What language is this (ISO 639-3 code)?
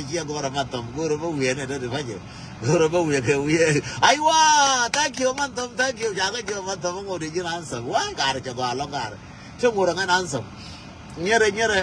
nus